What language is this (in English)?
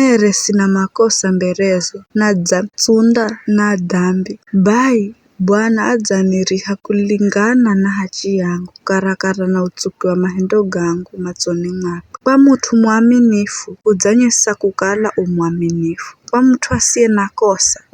Giryama